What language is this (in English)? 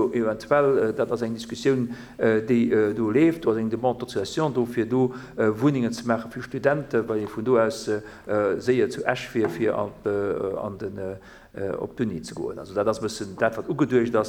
Luxembourgish